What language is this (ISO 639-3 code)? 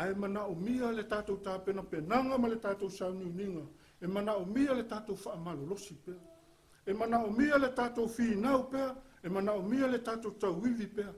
smo